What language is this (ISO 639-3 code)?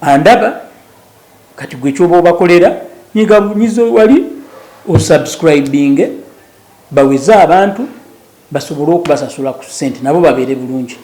lug